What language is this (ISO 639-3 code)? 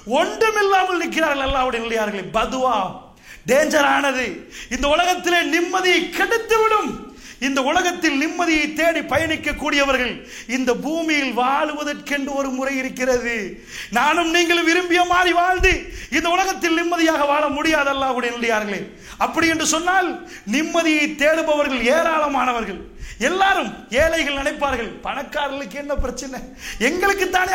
tam